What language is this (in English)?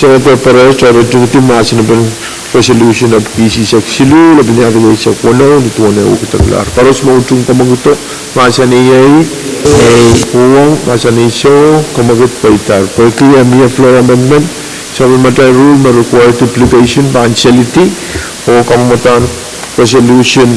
Pohnpeian